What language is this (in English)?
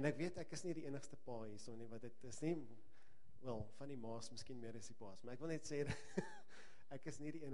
Afrikaans